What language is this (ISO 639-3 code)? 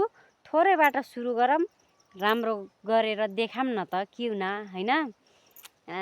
nep